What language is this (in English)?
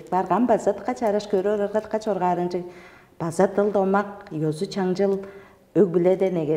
Tuvinian